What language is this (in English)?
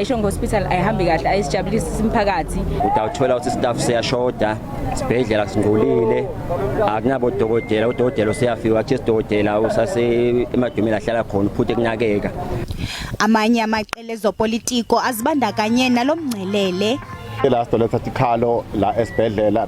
Zulu